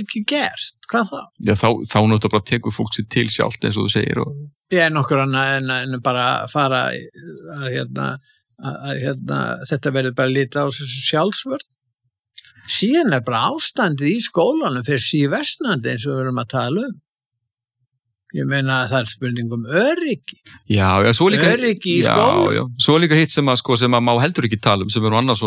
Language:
Icelandic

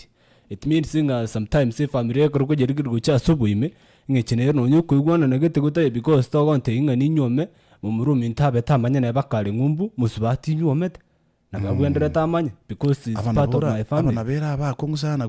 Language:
Gusii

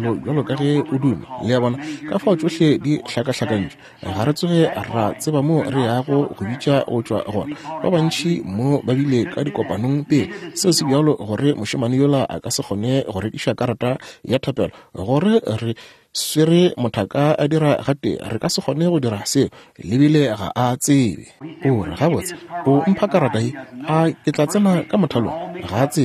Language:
Northern Sotho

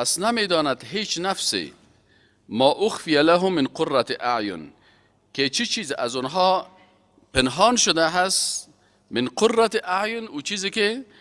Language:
Persian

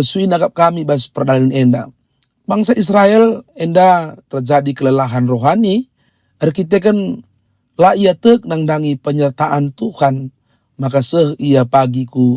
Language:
Batak Karo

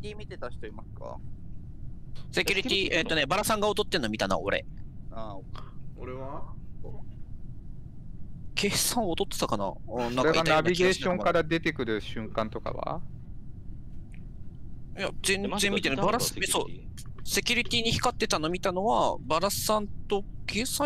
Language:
Japanese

